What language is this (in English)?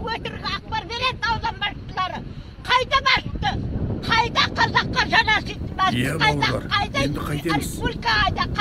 Kazakh